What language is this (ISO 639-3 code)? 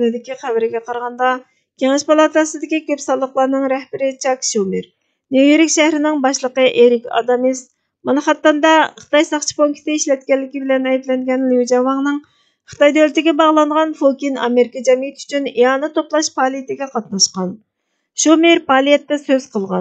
uig